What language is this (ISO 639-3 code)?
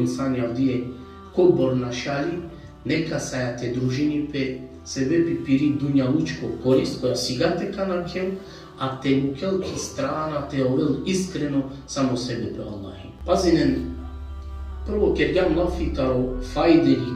rmn